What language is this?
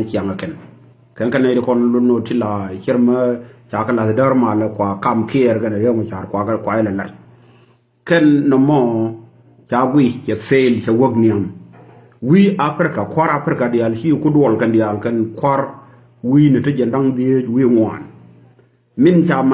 Nuer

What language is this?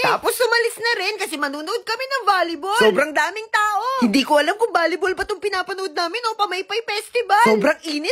Filipino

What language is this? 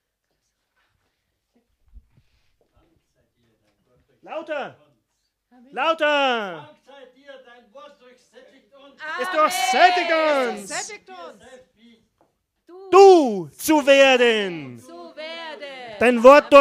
German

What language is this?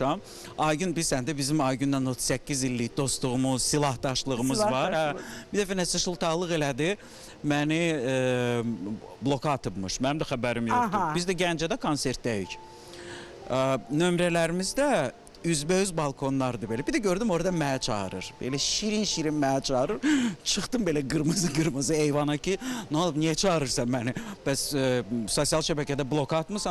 Azerbaijani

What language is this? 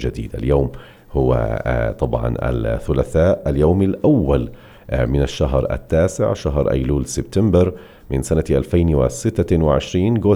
North Levantine Arabic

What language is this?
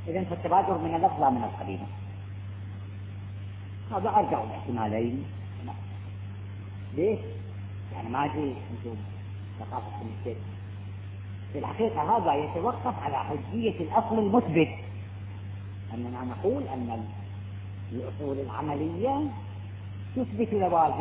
Arabic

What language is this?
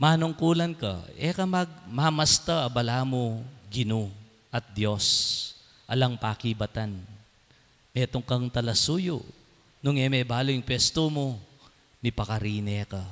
Pampanga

